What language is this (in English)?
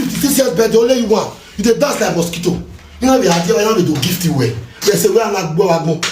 Nigerian Pidgin